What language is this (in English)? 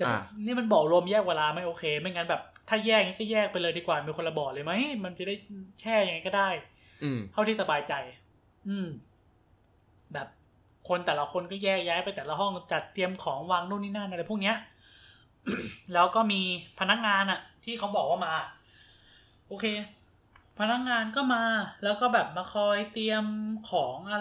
Thai